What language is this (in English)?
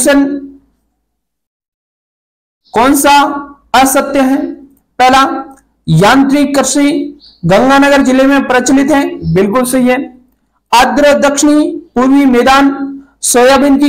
Hindi